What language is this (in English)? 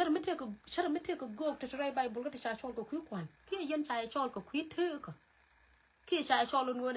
Nuer